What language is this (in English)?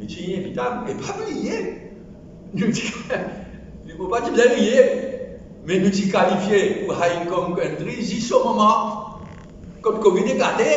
Morisyen